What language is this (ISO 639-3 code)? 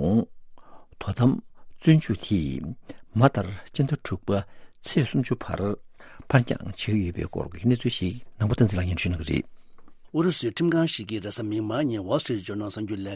bod